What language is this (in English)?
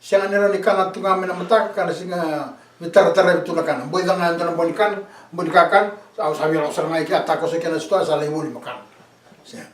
Fijian